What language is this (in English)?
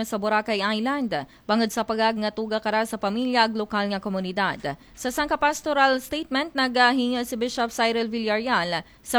Aklanon